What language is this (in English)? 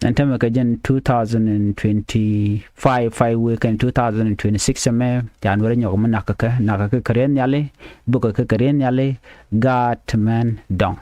Nuer